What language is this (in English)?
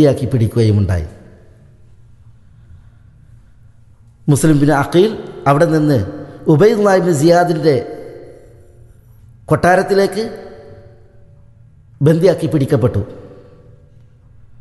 Malayalam